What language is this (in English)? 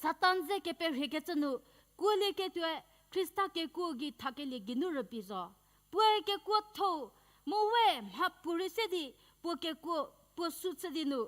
Angami Naga